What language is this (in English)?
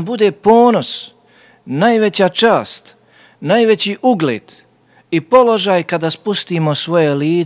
Bosnian